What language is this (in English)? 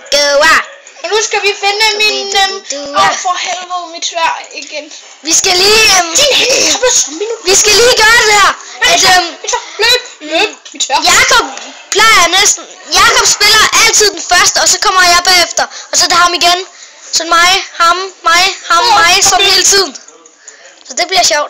Danish